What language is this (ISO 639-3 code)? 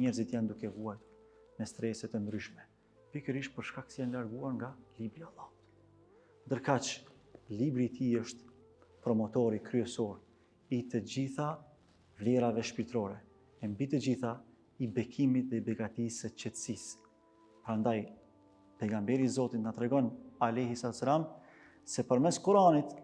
sqi